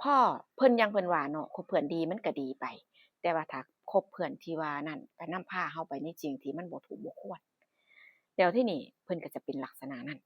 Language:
Northeastern Thai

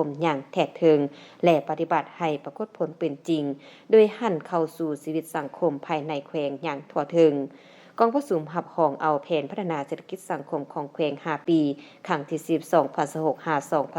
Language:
Lao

